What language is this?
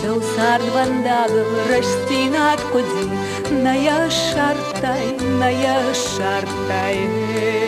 Ossetic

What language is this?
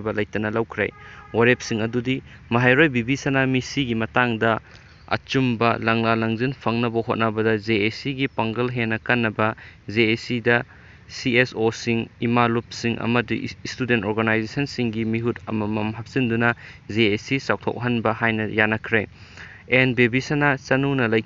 Manipuri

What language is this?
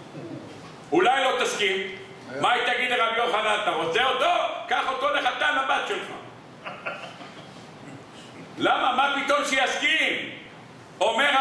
Hebrew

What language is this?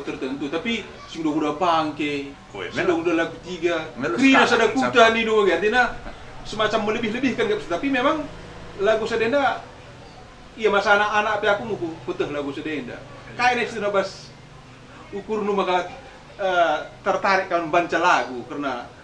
Batak Karo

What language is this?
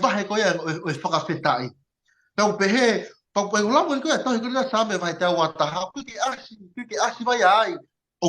Tongan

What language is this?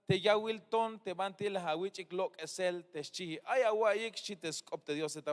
Tzeltal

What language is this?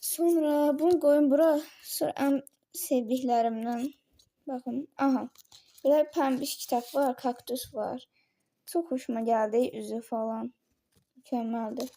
Azerbaijani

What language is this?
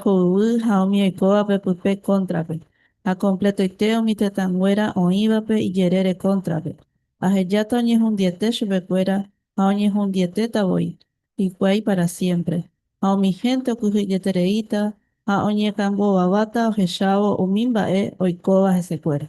Guarani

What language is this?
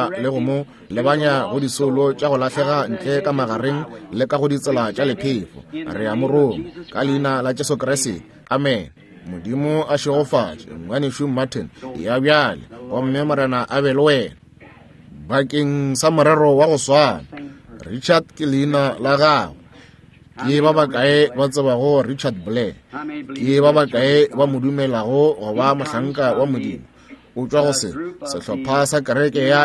Northern Sotho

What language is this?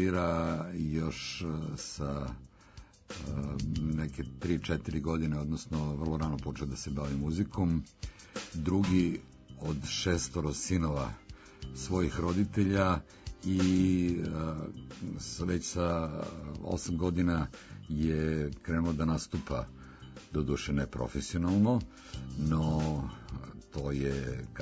Serbian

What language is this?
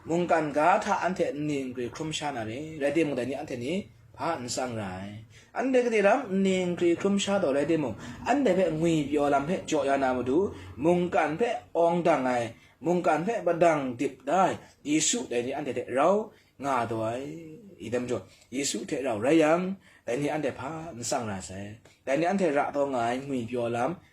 Kachin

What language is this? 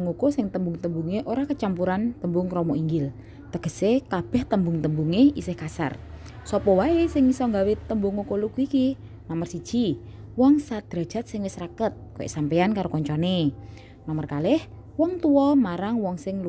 Javanese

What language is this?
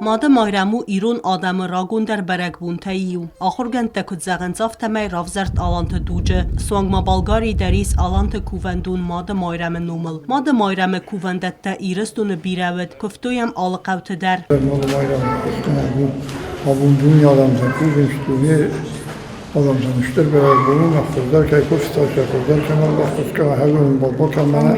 Ossetic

